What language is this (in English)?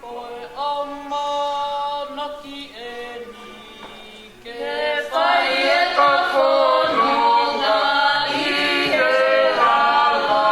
Tongan